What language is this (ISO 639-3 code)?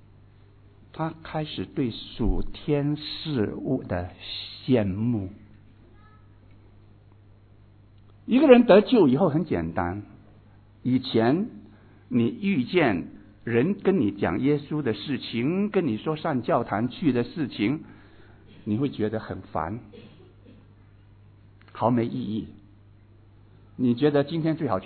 zho